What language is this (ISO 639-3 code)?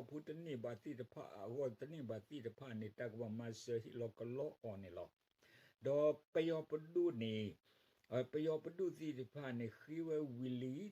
ksw